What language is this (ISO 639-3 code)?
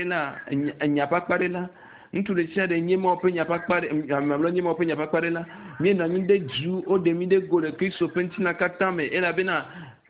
ewe